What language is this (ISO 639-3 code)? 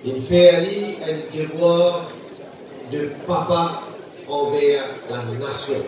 mfe